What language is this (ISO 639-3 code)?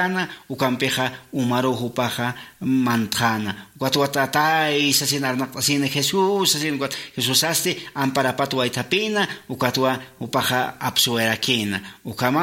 aym